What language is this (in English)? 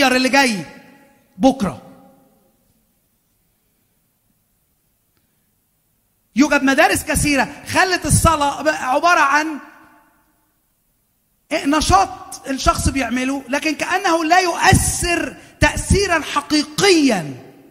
Egyptian Arabic